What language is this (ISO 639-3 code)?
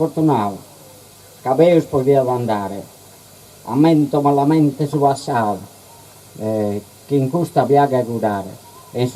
srd